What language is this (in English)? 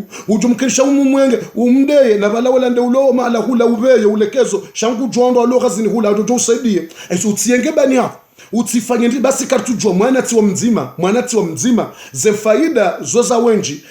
Ngazidja Comorian